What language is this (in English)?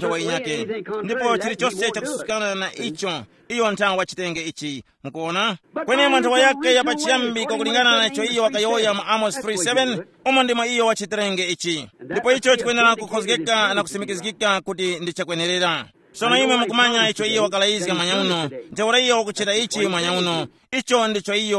Tumbuka